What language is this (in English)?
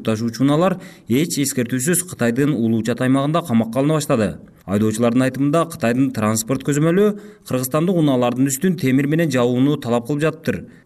Kyrgyz